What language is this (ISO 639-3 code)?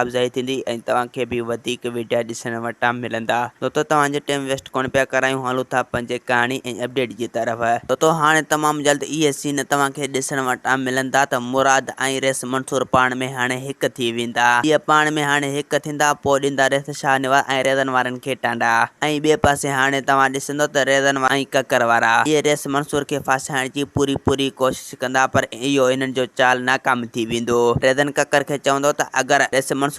snd